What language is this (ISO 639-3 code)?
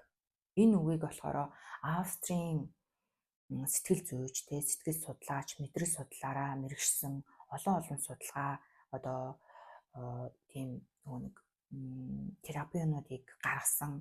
mon